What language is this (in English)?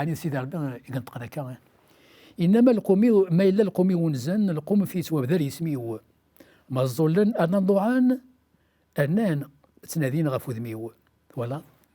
Kabyle